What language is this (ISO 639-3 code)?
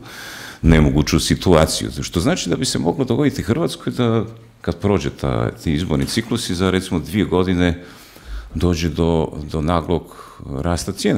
hrv